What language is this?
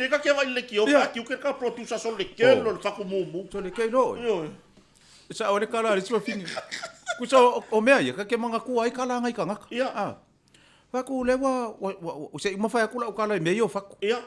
Samoan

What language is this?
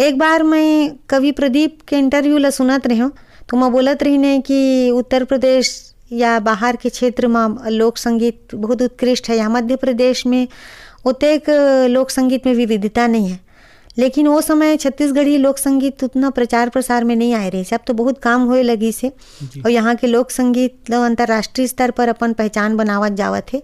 Chhattisgarhi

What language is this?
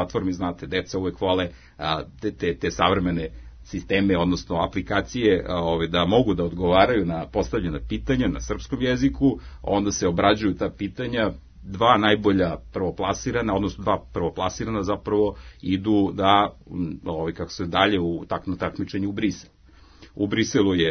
Serbian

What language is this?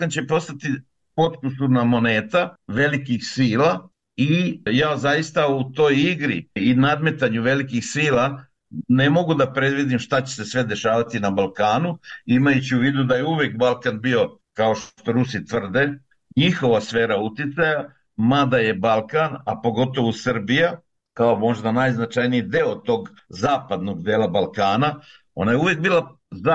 Serbian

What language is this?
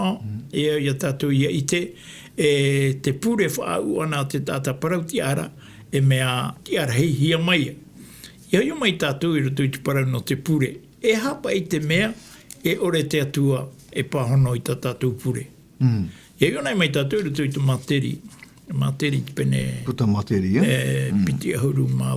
Tahitian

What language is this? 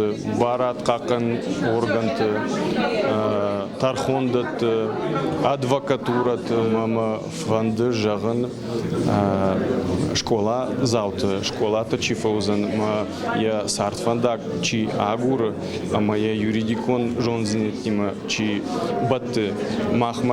Ossetic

